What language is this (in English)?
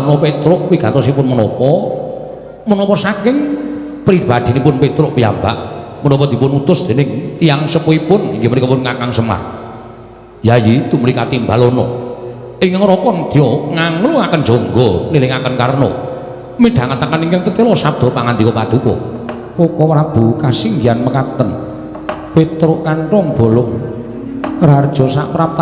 Javanese